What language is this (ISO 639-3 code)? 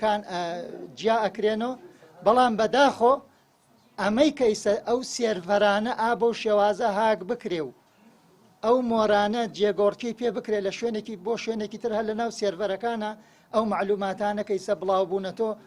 ckb